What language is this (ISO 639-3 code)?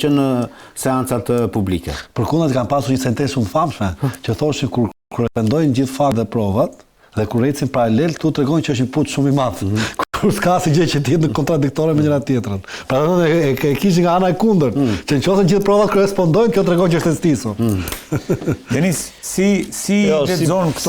sqi